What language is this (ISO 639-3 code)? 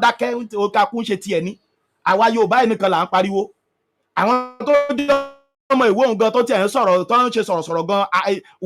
yor